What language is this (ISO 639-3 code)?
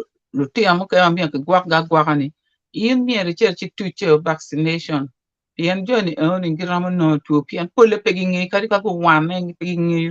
ach